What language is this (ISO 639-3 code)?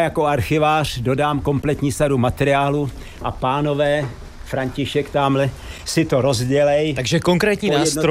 ces